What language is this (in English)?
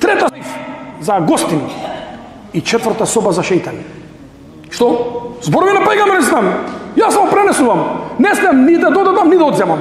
Macedonian